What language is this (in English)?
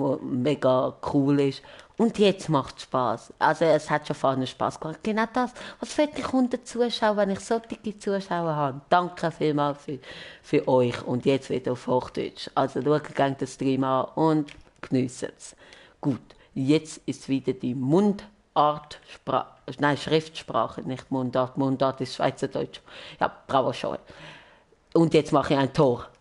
Swiss German